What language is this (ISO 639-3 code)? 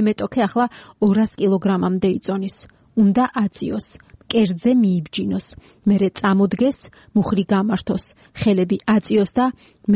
kat